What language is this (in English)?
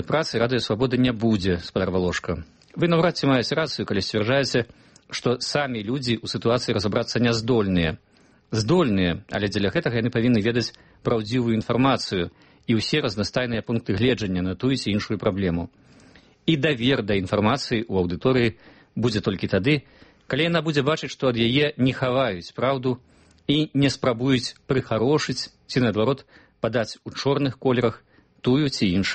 Belarusian